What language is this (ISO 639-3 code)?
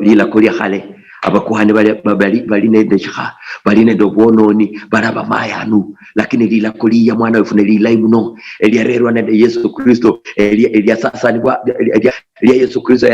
luy